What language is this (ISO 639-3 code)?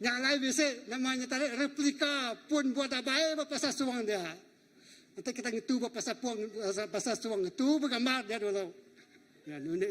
iba